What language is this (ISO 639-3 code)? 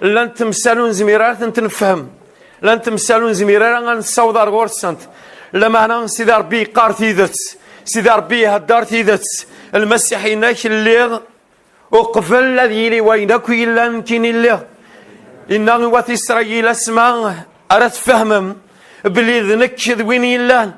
kab